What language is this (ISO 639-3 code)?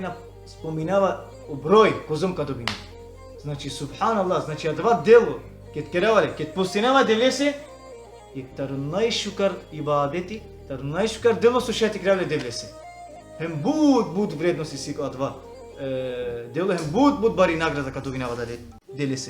rmn